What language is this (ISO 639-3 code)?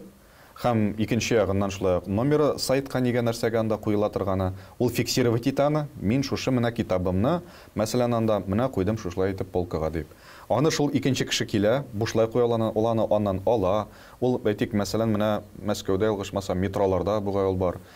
tat